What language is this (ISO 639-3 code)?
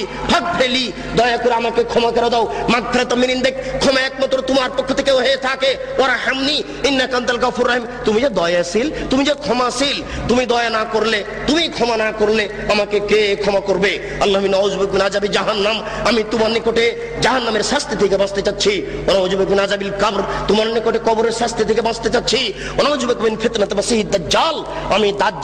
ben